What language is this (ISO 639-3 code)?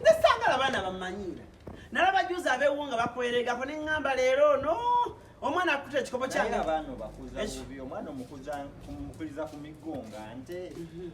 lug